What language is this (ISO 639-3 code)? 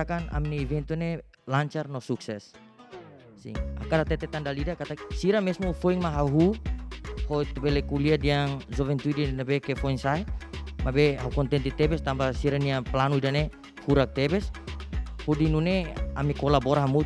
tet